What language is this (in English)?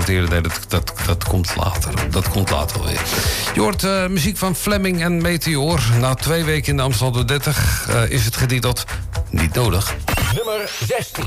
Dutch